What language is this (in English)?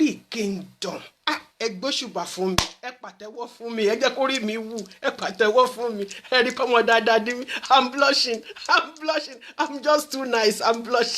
Yoruba